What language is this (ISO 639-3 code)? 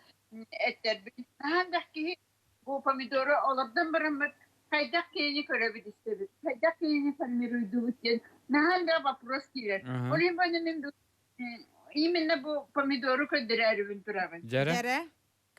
sah